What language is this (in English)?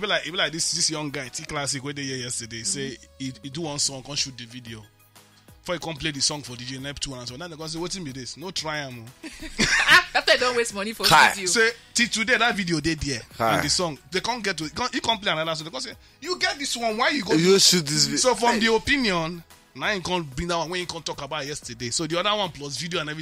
Nigerian Pidgin